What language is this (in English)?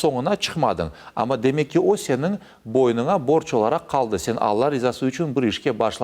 Crimean Tatar